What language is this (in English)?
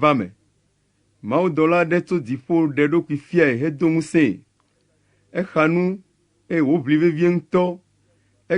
Ewe